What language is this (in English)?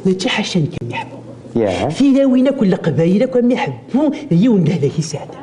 Kabyle